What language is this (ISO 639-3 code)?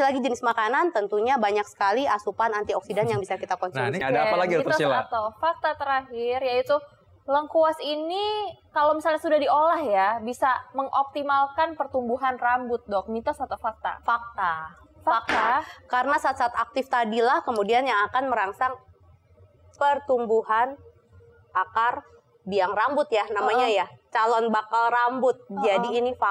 ind